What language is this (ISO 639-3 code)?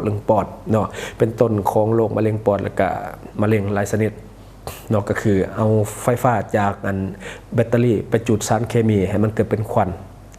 lao